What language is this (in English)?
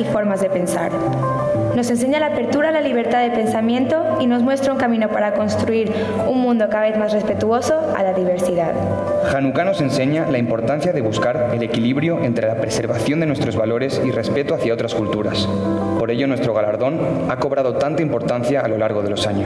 Spanish